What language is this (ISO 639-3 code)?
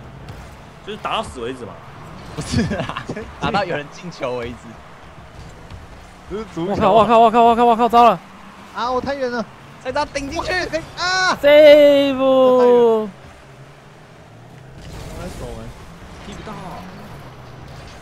zho